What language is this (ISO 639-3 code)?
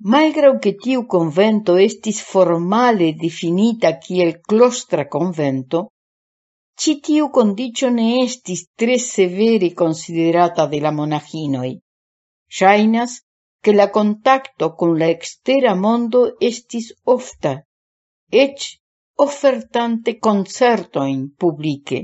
epo